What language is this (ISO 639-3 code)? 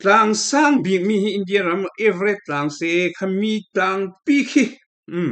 cfm